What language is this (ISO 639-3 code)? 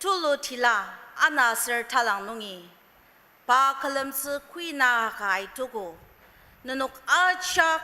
njo